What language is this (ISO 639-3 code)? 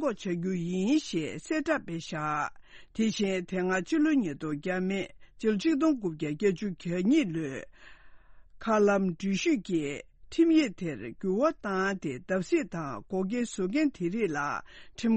bod